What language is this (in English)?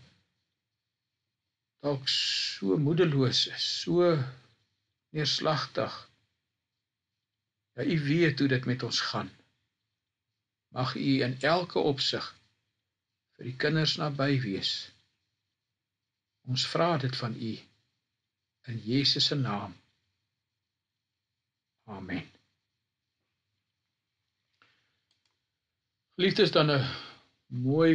Afrikaans